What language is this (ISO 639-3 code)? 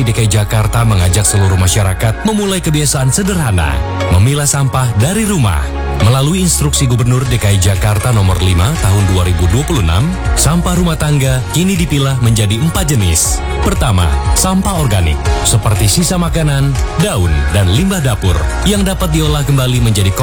ind